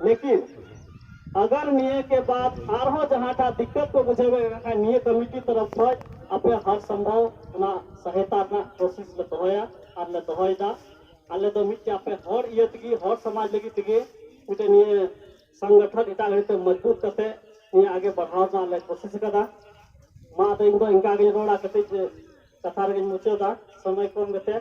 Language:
Santali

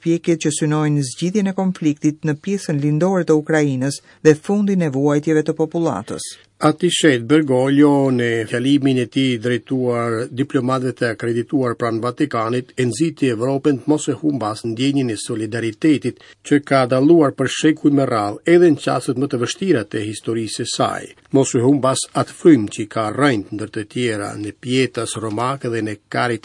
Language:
Albanian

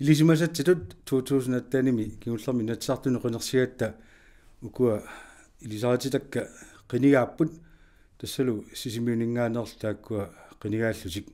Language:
Kalaallisut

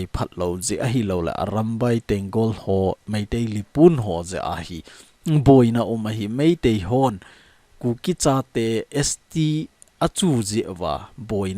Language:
Thado Chin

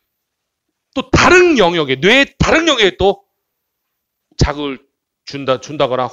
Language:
Korean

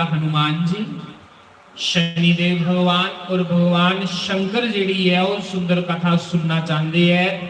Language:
Dogri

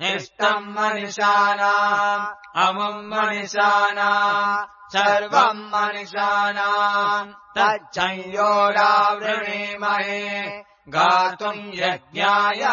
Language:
Sanskrit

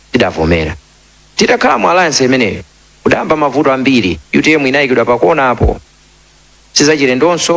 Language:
Nyanja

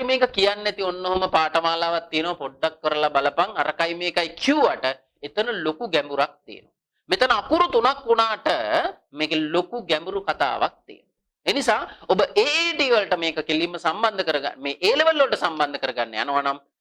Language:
Sinhala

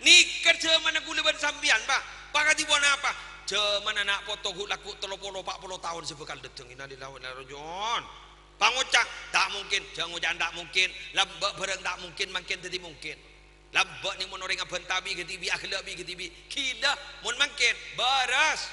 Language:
Madurese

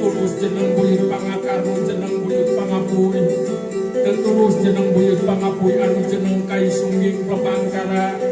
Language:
Sundanese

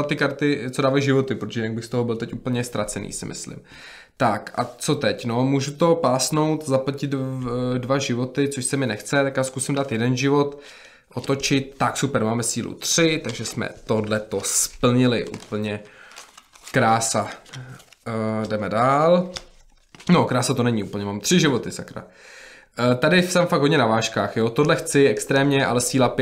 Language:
Czech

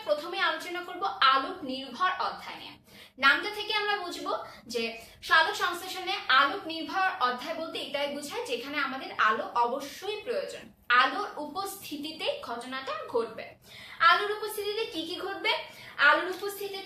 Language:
Bangla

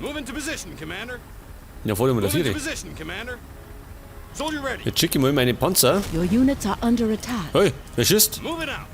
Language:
Bavarian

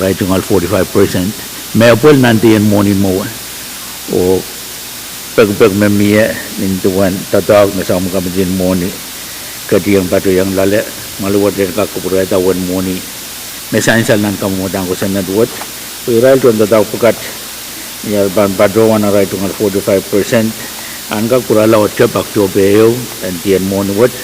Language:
Pohnpeian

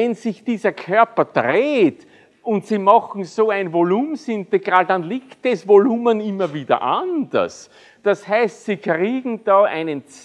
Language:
German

